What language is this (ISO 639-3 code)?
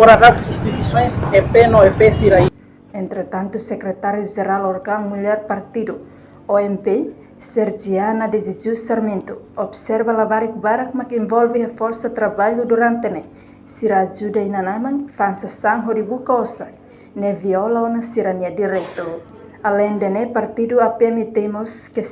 tet